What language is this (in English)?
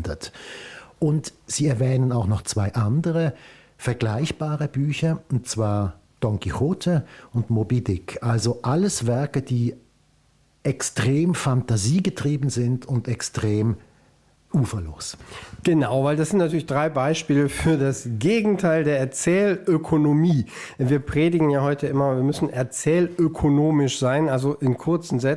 Swiss German